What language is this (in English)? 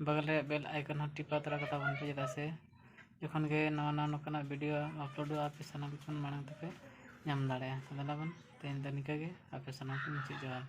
Santali